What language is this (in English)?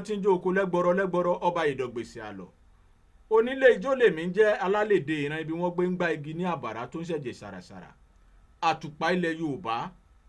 Yoruba